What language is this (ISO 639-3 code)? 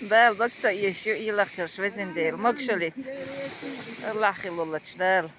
che